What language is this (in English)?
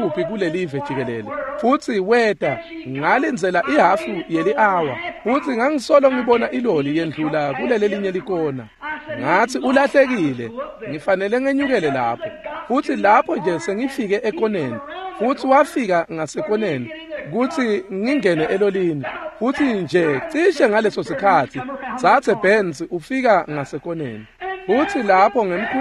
Swati